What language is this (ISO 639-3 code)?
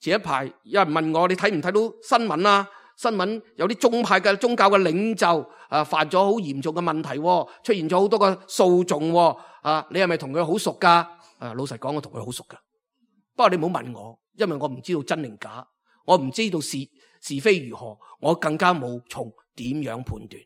yue